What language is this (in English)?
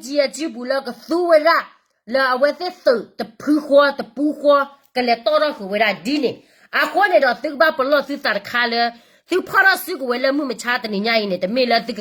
S'gaw Karen